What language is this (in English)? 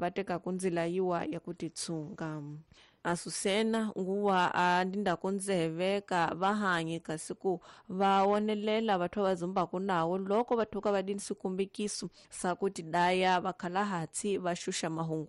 Tsonga